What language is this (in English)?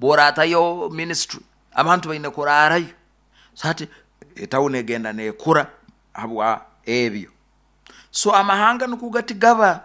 Nyoro